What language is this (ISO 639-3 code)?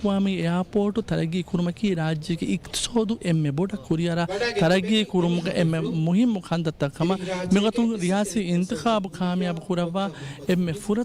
div